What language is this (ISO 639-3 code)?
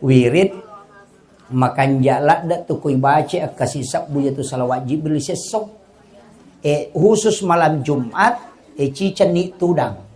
bug